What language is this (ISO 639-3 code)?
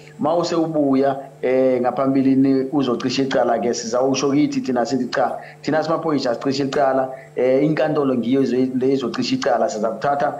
zul